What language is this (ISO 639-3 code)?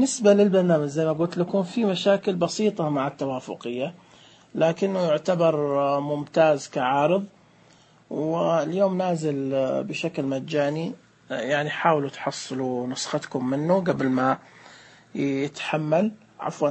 ars